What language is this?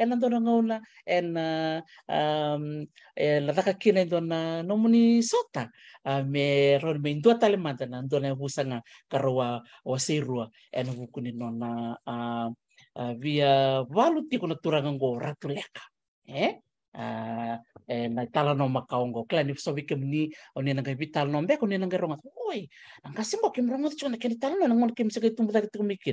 Fijian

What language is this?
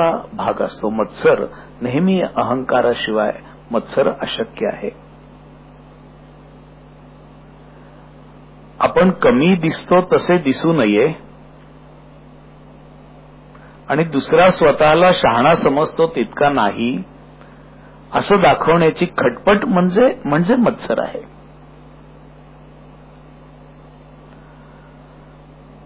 Marathi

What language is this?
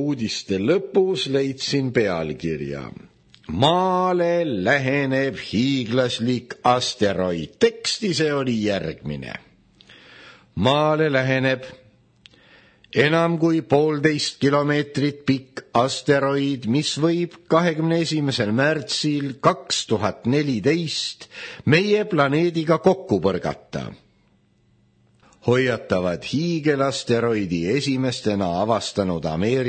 Estonian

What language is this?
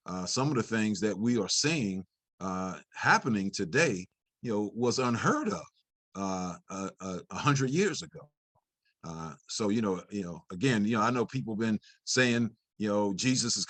English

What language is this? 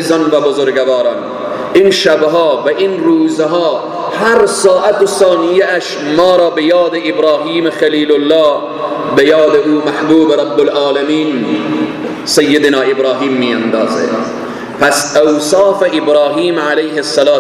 Persian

